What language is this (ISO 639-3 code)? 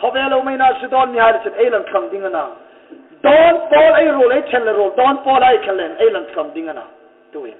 hmr